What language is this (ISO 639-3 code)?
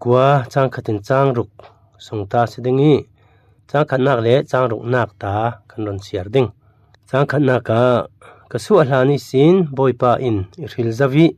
cfm